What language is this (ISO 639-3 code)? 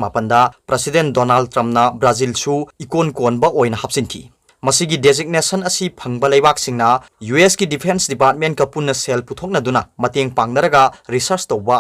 mni